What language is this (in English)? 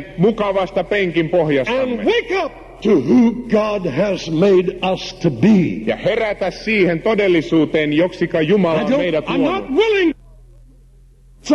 Finnish